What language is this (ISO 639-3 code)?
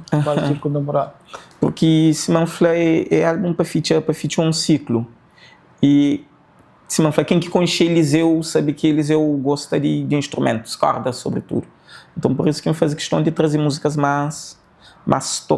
kea